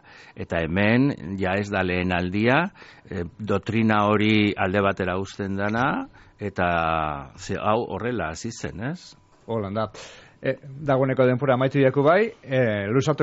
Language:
Basque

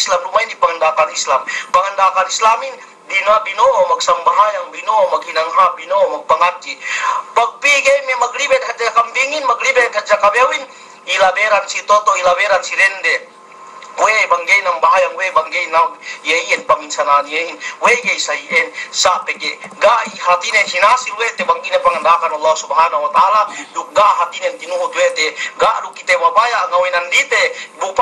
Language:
Yakan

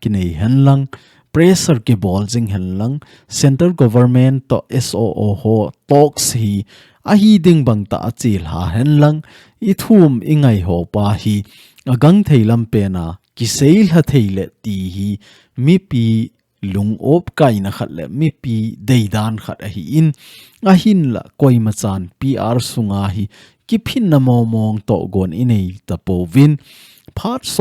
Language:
Thado Chin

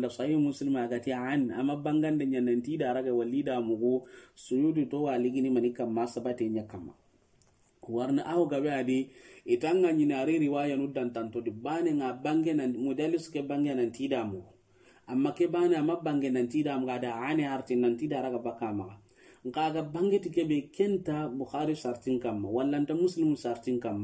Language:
Soninke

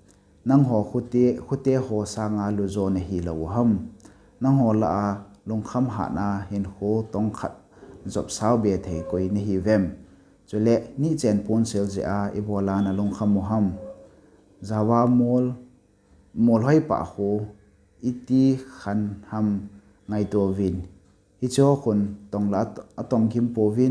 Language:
Thado Chin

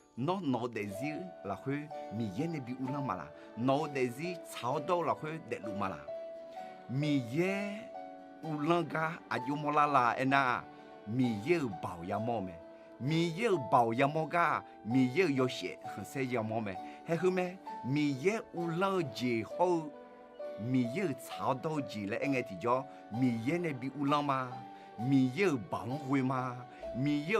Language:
Akha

